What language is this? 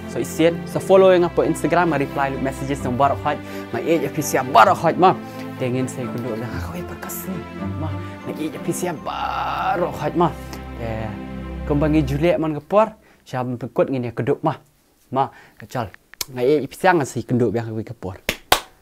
Khasi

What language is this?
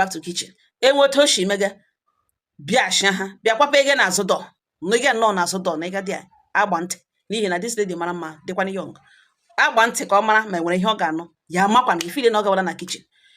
Igbo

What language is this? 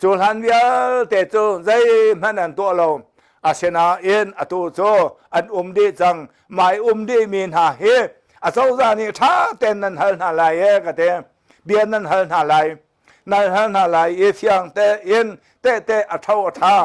Hakha Chin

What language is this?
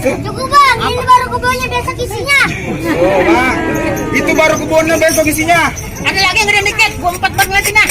Betawi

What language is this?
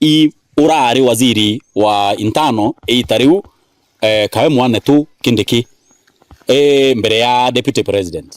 Meru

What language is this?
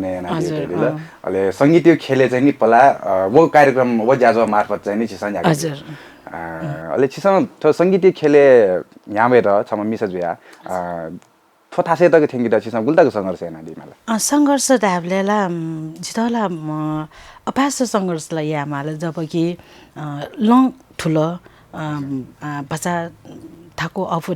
Newari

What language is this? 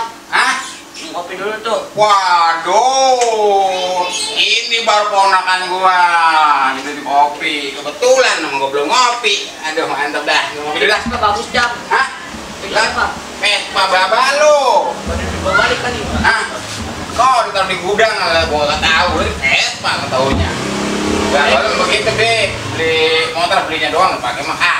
Betawi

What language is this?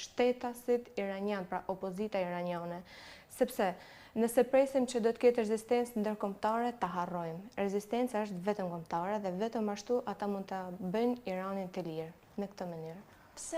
Albanian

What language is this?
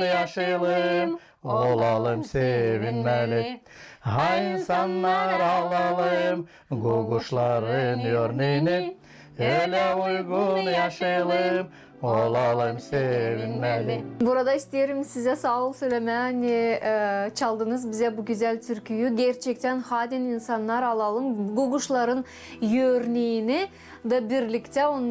Gagauz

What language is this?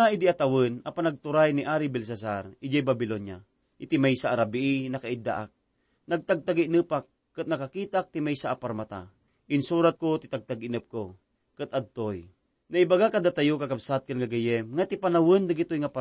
Iloko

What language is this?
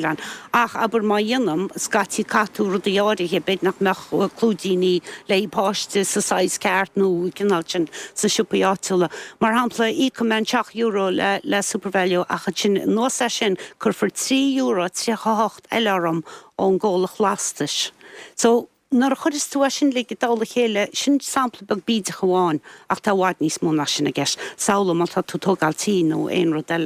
Irish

